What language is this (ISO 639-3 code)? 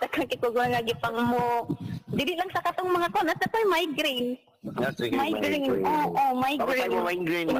ceb